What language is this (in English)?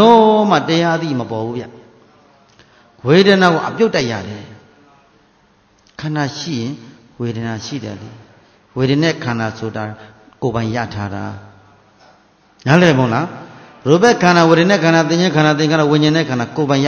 Burmese